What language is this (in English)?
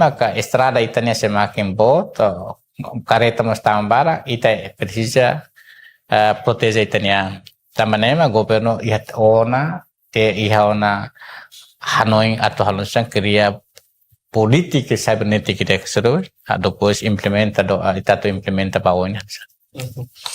Tetum